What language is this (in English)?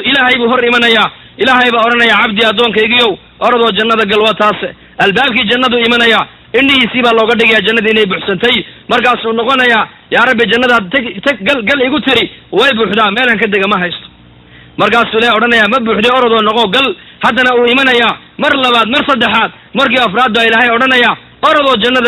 Somali